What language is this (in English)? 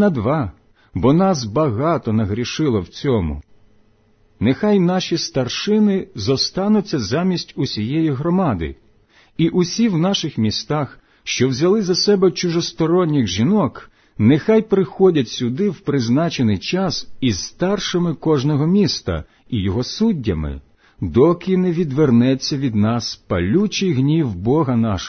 Ukrainian